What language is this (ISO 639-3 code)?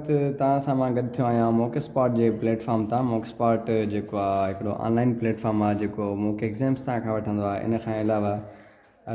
snd